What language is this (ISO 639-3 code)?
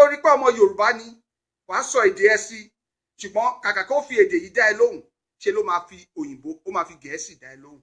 yor